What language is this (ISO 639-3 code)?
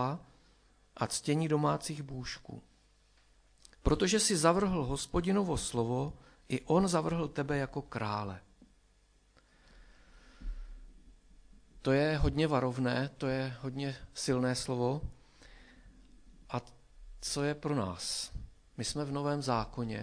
ces